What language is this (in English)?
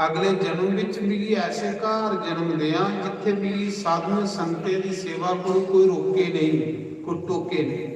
Dogri